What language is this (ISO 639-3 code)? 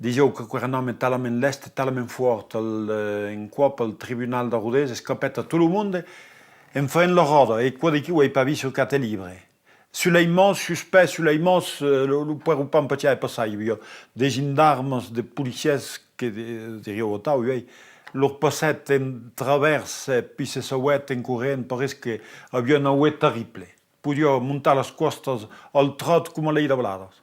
oci